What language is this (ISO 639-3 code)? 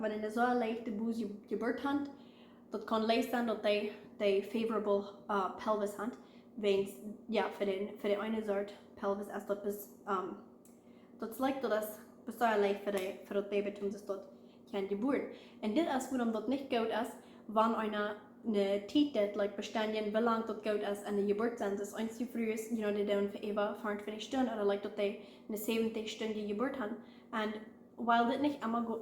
pdt